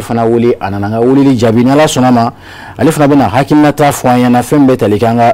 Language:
Bambara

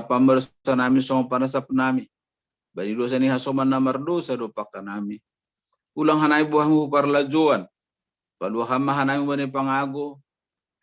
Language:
Batak Simalungun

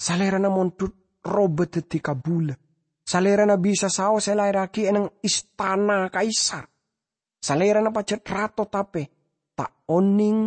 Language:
Madurese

